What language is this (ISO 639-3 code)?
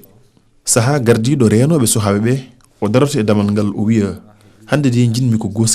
ful